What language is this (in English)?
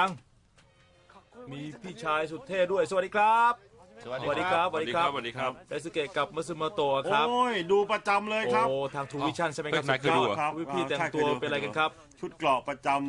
Thai